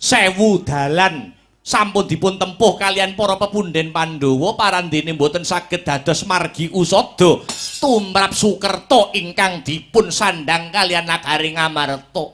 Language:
Javanese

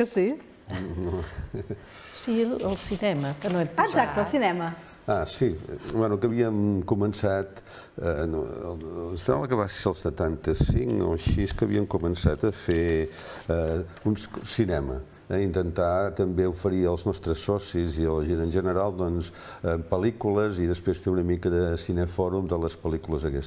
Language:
Catalan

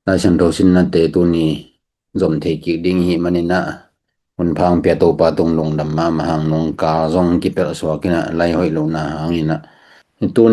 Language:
Tedim Chin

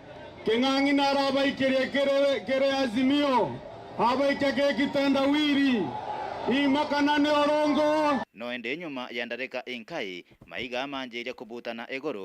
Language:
Meru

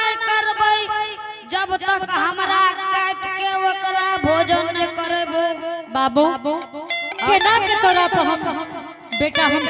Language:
Angika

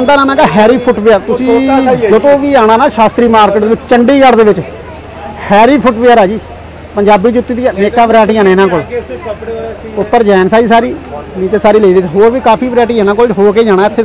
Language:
Punjabi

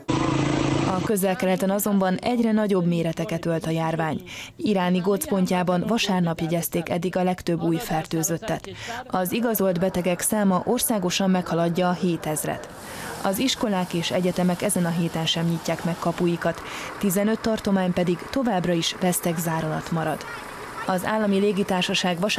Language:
Hungarian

